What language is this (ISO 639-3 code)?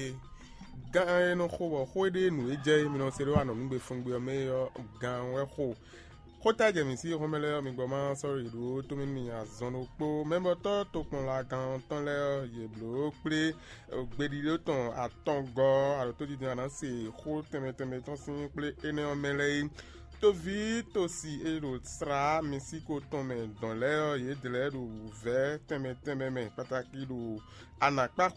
fon